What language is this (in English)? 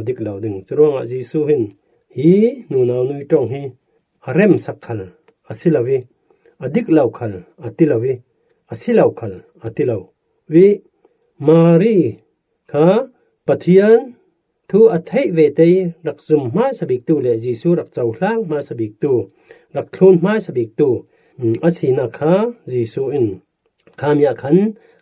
Falam Chin